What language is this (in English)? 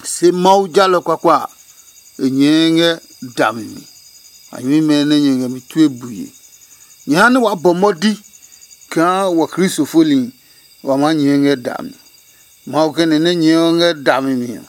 Adangme